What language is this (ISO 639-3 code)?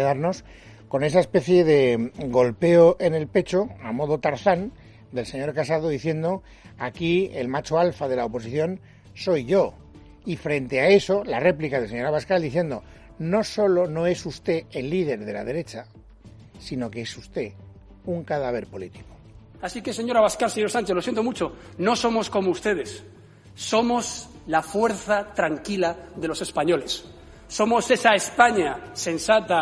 spa